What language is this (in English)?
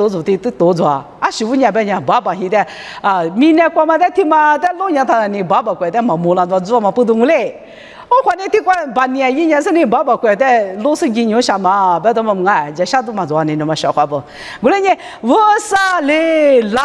Lisu